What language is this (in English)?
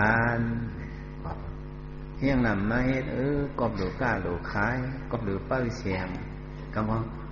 Shan